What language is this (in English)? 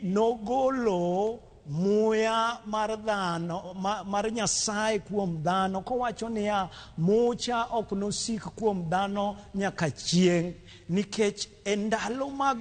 Luo (Kenya and Tanzania)